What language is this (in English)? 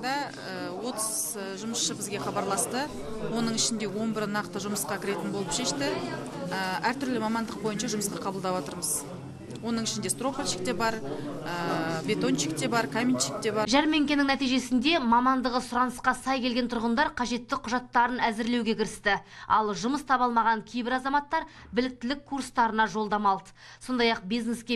Kazakh